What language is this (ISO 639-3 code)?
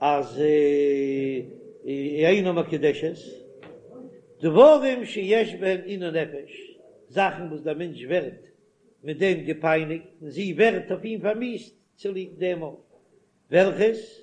yid